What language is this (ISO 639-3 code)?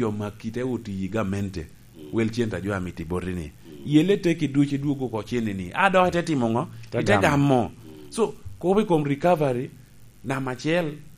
laj